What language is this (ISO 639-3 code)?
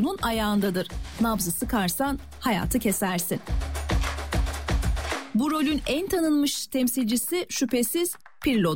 tur